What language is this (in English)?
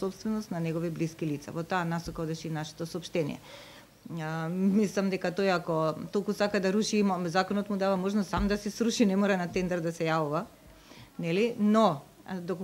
Macedonian